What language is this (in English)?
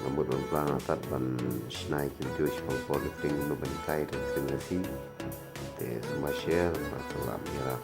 Khasi